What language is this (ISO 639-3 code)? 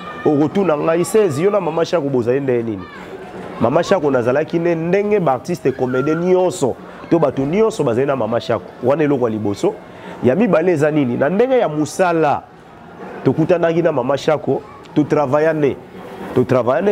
lin